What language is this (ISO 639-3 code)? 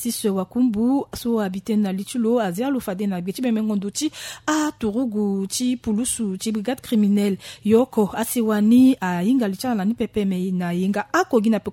sag